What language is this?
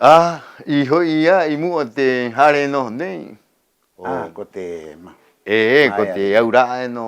Rapanui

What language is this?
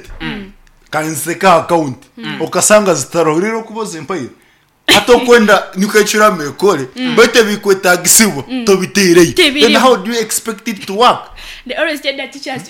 Nyoro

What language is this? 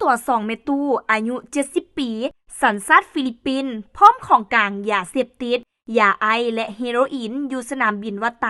Lao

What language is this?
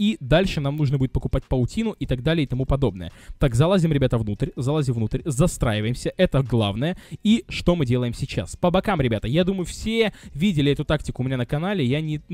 Russian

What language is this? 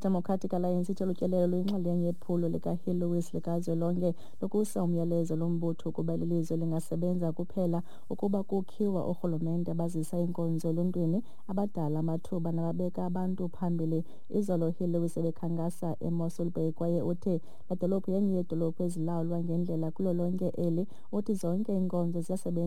Xhosa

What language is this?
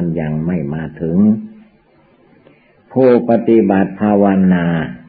Thai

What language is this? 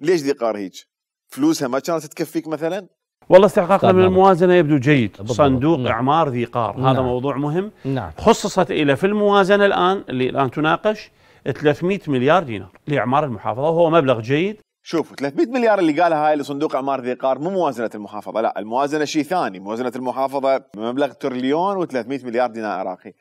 Mesopotamian Arabic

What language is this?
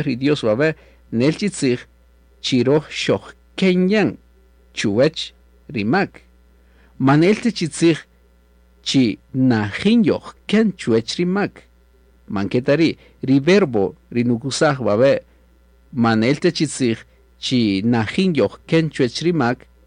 Kaqchikel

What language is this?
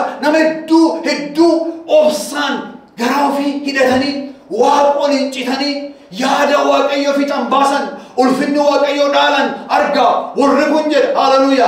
Oromo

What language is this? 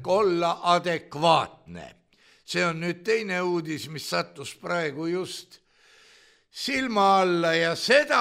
Estonian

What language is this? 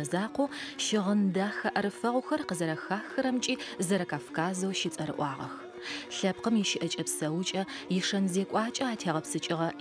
Adyghe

